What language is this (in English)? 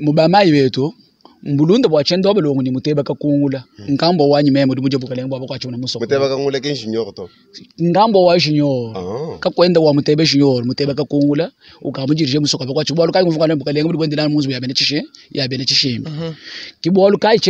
Luba-Lulua